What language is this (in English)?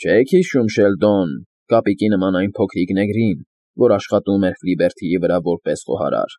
Armenian